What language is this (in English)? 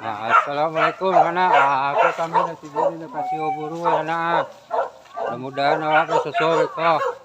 Minangkabau